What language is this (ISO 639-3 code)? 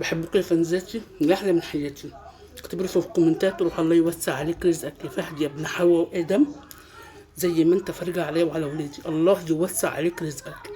arz